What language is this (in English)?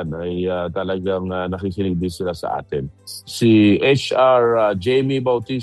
Filipino